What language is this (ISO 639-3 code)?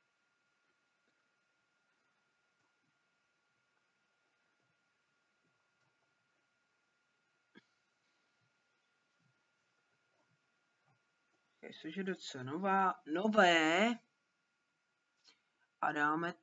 ces